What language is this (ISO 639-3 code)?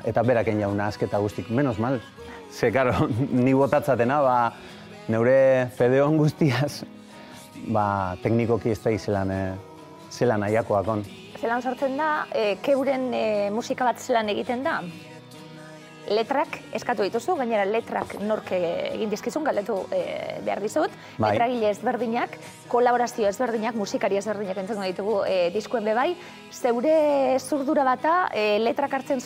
eus